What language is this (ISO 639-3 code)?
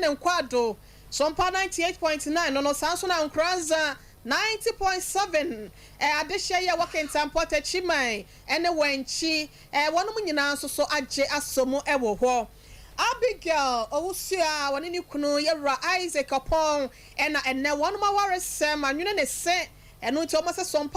aka